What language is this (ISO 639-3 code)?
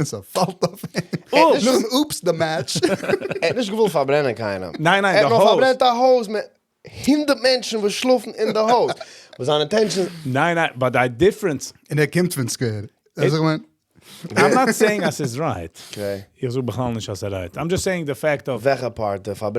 yid